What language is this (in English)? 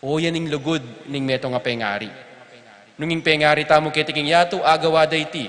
Pampanga